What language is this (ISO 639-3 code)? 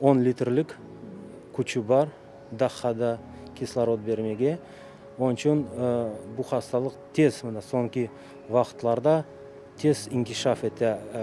crh